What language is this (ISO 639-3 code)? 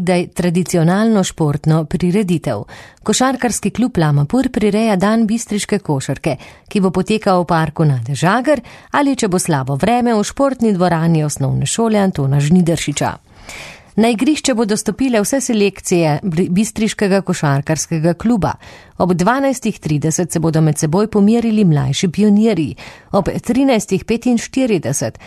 slv